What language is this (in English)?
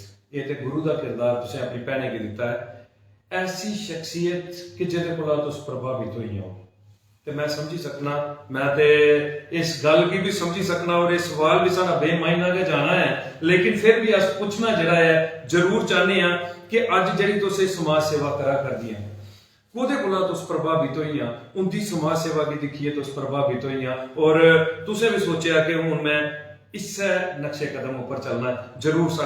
Dogri